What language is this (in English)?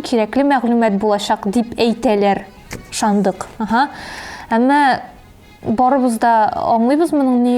Tatar